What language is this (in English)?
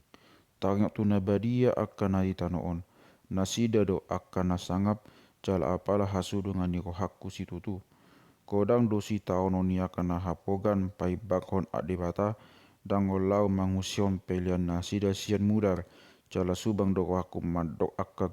Batak Toba